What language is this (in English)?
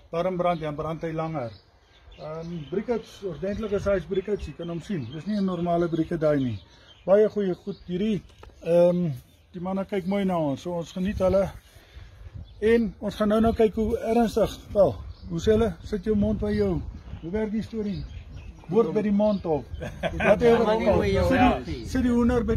Afrikaans